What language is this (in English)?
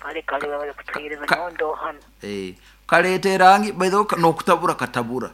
Nyankole